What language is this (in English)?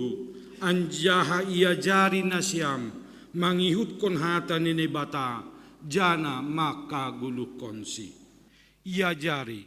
Batak Simalungun